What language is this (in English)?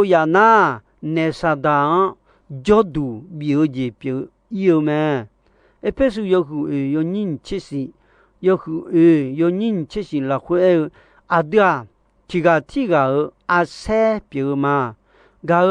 Akha